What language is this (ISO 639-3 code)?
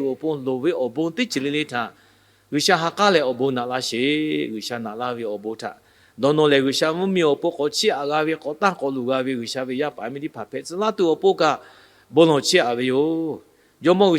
lhu